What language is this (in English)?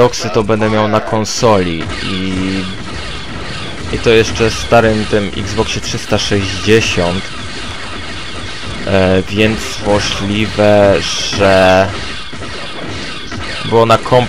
Polish